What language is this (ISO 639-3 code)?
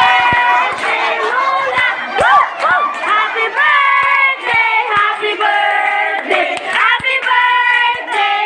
ceb